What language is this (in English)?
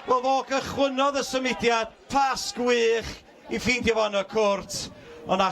Welsh